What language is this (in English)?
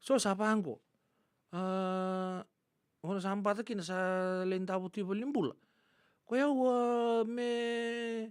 Fijian